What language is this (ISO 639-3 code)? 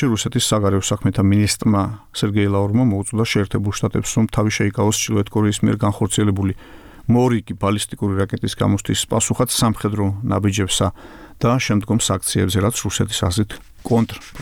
kat